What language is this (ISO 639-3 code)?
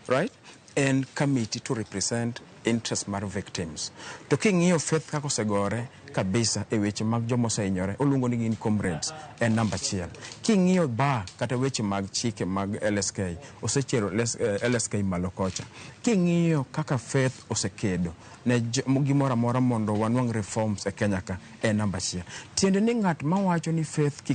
luo